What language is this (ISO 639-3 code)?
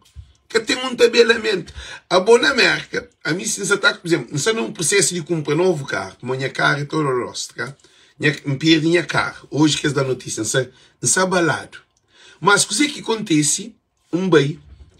kea